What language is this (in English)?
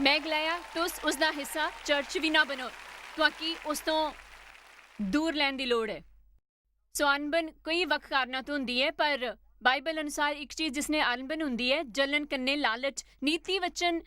Dogri